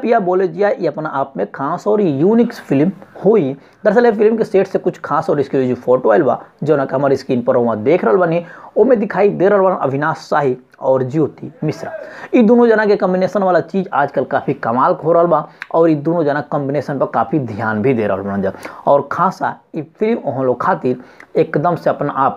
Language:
Bhojpuri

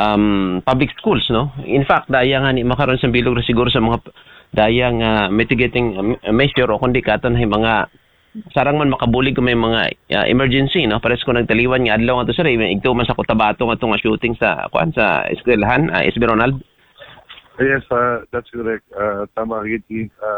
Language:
Aklanon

